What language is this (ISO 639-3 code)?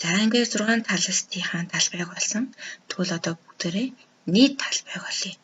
mon